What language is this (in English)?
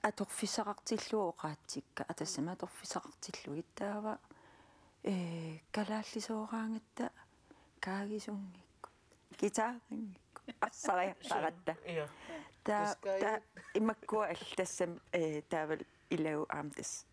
Kalaallisut